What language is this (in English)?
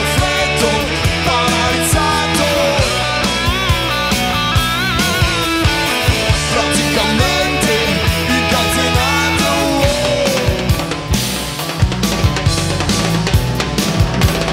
Italian